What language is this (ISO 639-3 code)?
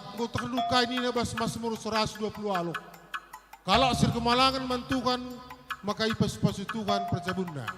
btx